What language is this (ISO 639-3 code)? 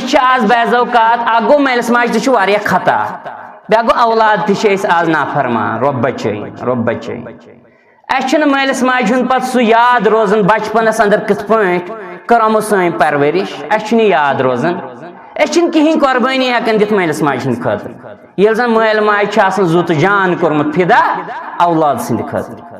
kas